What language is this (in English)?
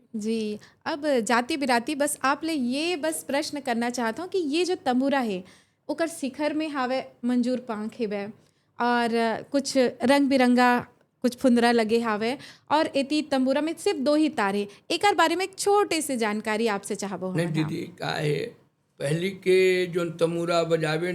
Chhattisgarhi